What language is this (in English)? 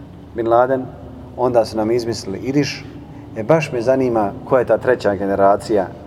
Bosnian